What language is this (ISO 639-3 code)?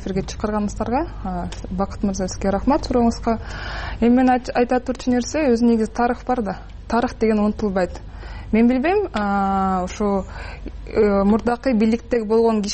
kir